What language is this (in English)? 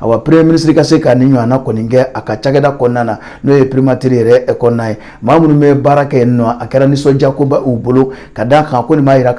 Bambara